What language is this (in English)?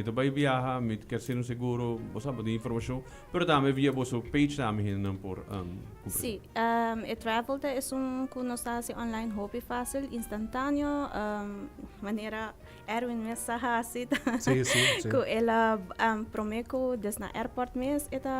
Papiamento